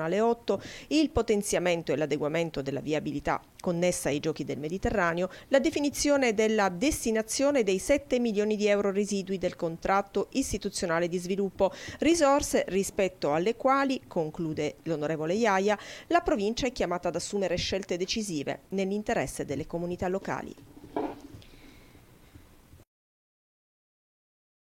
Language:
Italian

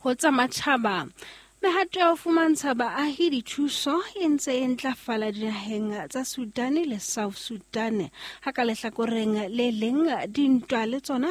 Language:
Southern Sotho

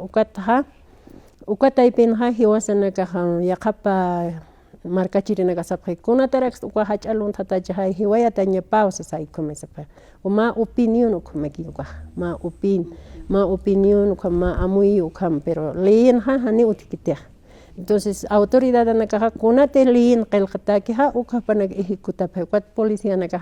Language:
Aymara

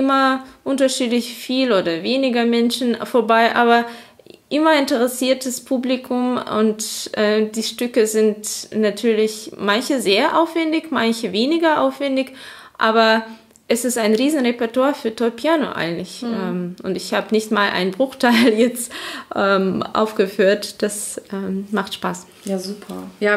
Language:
German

